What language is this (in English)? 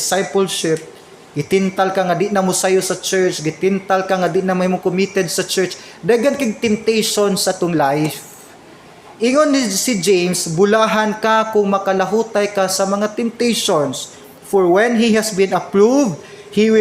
Cebuano